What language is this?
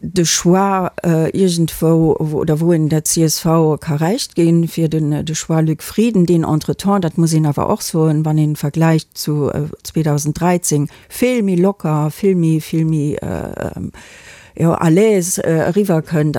Luxembourgish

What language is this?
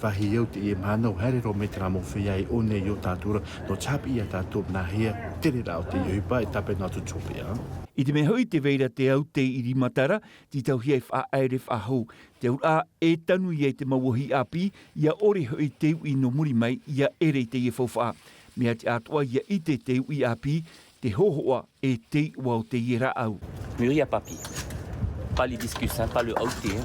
Tahitian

